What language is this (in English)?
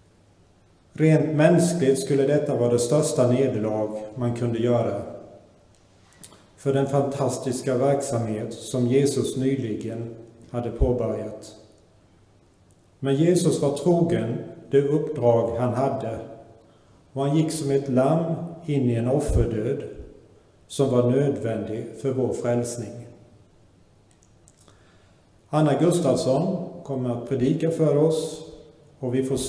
Swedish